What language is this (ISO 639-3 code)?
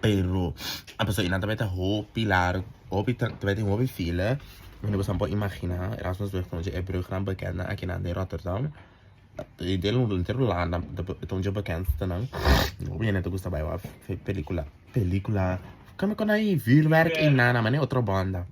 pap